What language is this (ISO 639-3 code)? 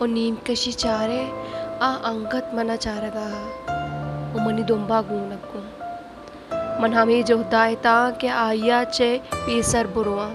bal